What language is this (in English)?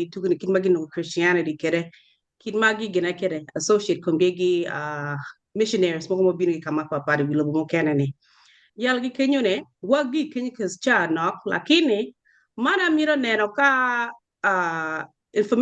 Acoli